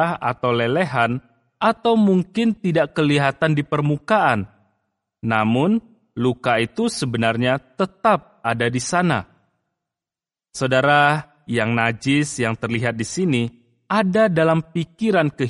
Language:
Indonesian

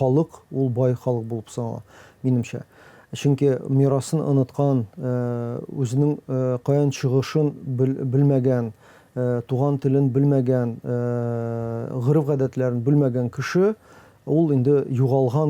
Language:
Tatar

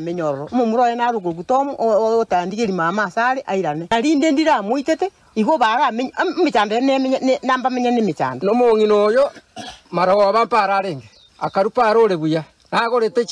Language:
Gusii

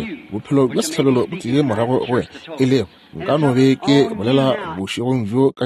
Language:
Northern Sotho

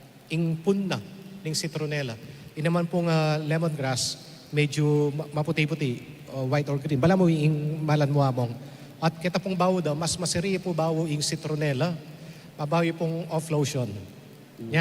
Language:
Pampanga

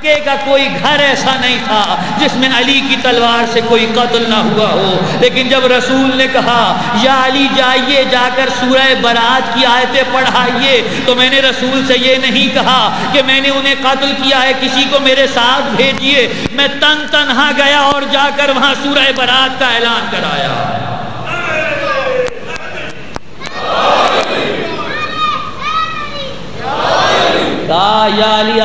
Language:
Urdu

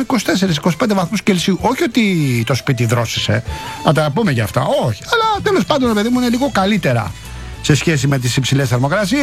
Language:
Greek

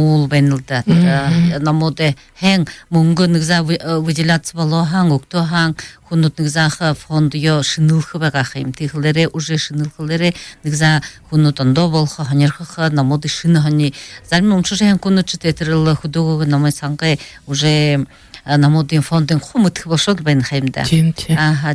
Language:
Buriat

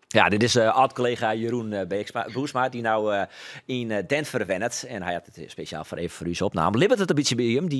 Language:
Western Frisian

